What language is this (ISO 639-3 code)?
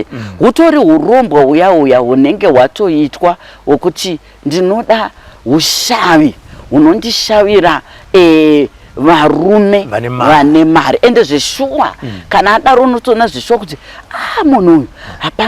sna